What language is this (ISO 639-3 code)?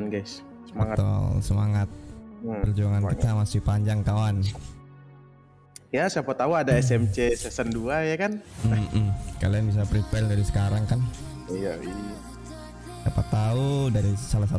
ind